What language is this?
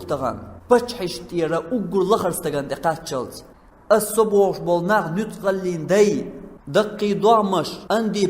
Chechen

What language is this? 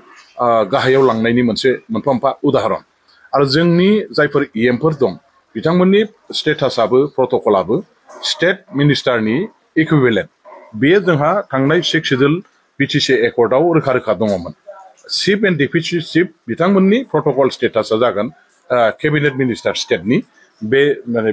Bodo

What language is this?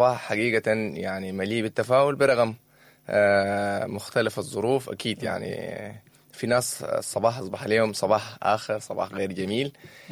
Sudanese Arabic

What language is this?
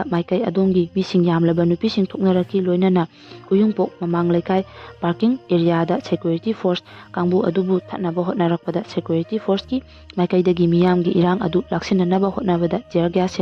Manipuri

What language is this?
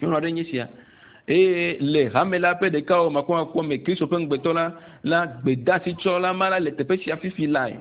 Ewe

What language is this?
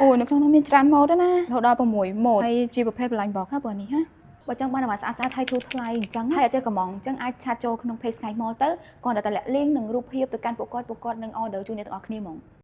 Khmer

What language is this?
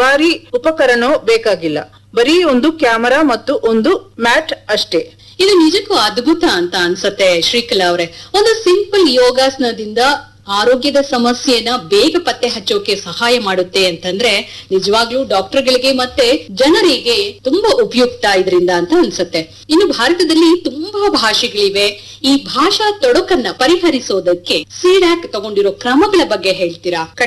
Kannada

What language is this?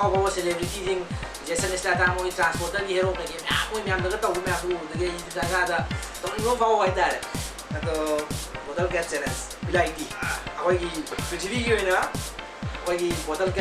Manipuri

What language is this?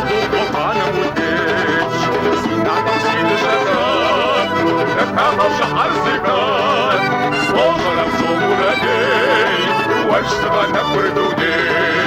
Kabardian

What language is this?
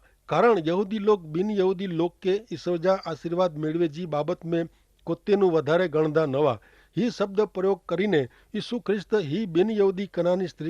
Kachhi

